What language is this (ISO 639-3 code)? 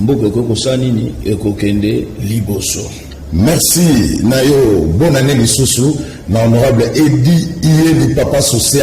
lin